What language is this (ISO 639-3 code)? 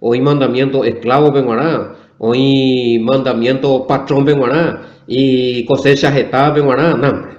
grn